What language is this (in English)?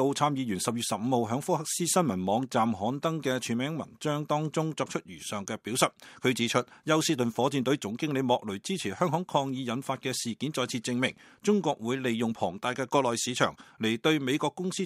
Cantonese